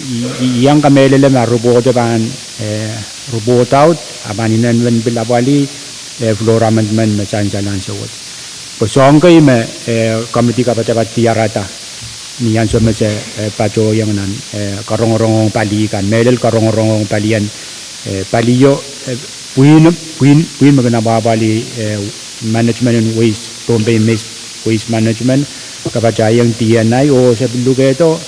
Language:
Pohnpeian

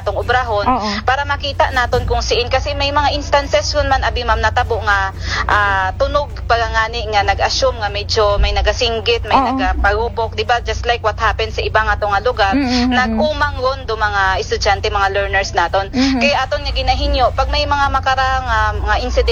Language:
Aklanon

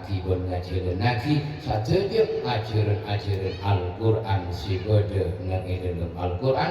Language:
Madurese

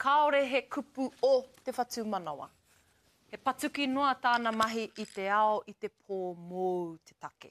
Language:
Māori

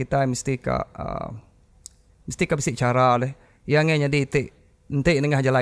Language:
Iban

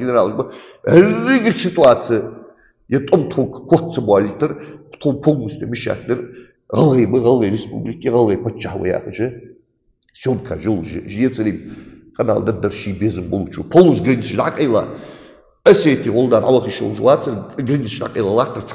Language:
Ingush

